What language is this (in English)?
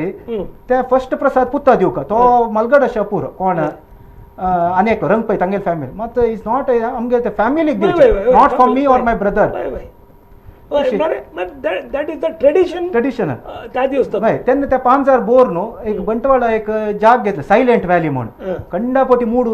Konkani